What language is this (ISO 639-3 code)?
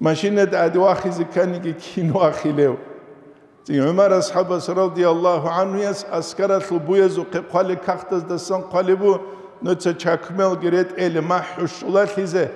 ava